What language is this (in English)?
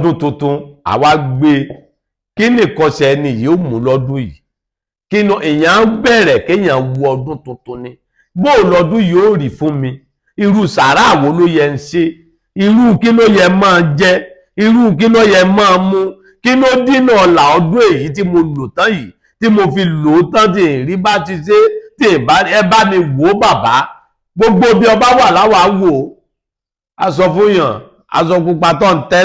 Yoruba